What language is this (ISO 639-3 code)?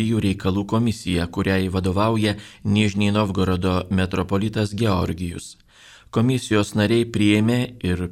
lit